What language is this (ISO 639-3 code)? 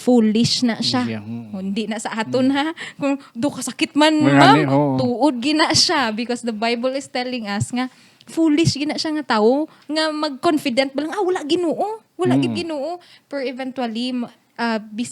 hil